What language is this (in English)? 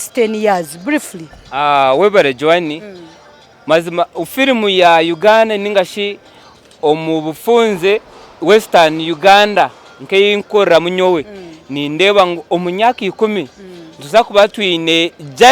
Nyankole